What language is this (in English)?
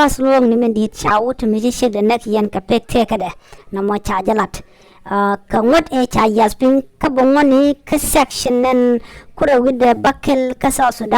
Nuer